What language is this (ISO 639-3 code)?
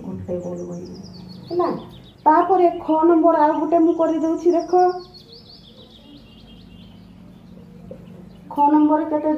ori